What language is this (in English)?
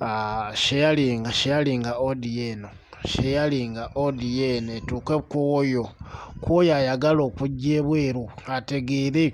Ganda